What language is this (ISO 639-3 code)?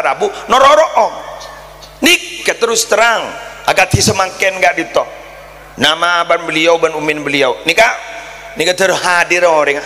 mad